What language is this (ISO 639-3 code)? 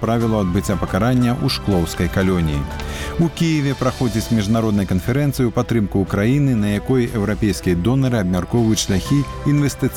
bel